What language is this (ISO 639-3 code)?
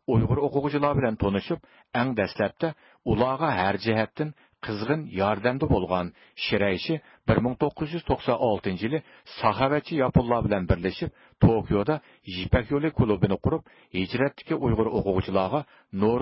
uig